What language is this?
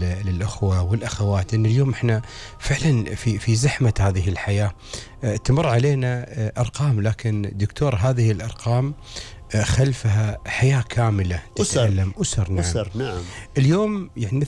Gulf Arabic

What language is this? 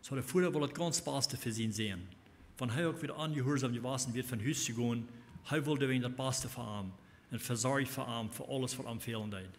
Plautdietsch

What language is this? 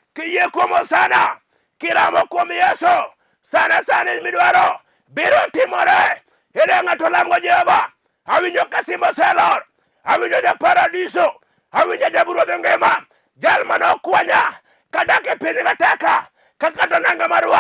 Luo (Kenya and Tanzania)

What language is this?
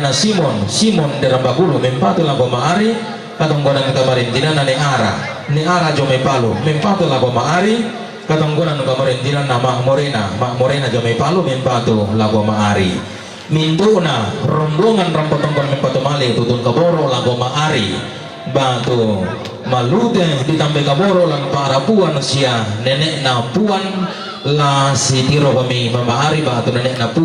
Toraja-Sa'dan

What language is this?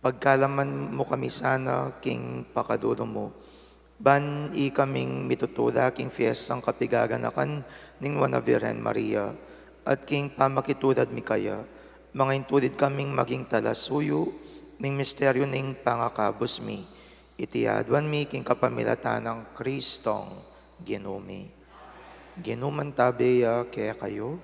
Pampanga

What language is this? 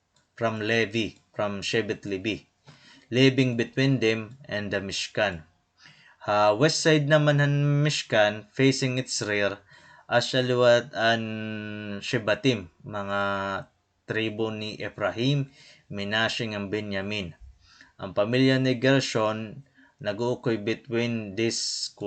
Waray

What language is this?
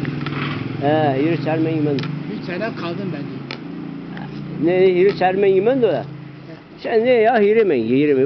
Zaza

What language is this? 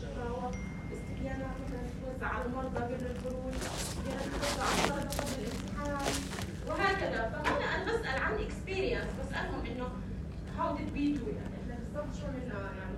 North Levantine Arabic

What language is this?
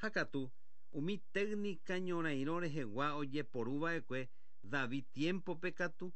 Guarani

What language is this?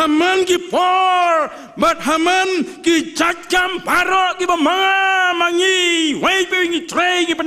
Khasi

